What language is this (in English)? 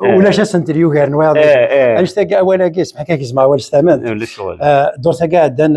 Kabyle